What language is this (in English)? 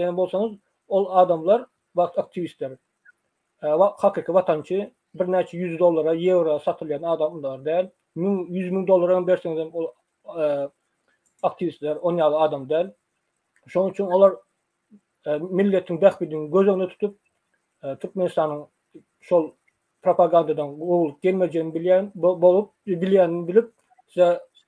Turkmen